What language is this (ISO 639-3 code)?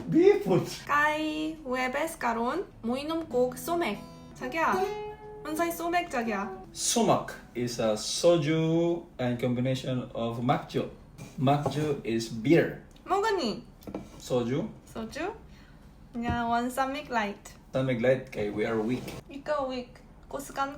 ceb